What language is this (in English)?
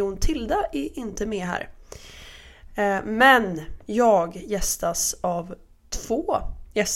Swedish